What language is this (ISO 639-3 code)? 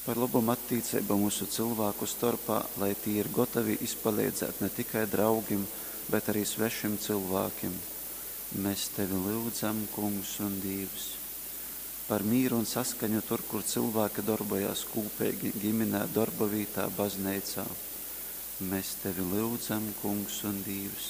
ltg